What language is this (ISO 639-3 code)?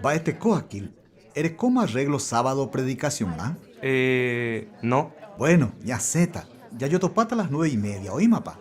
grn